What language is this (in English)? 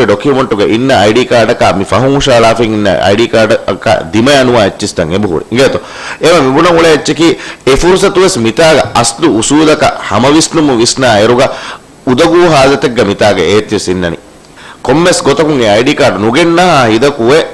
Divehi